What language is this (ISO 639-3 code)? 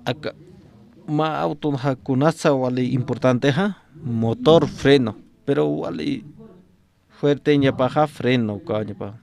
aym